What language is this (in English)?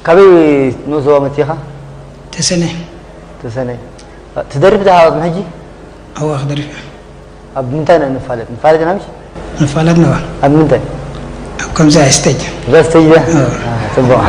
Tigrinya